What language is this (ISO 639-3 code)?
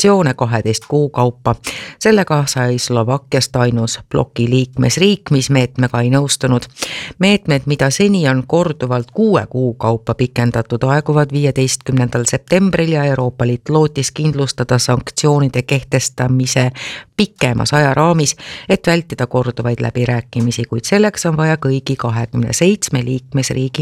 est